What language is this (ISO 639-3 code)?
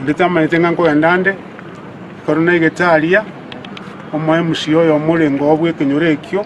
guz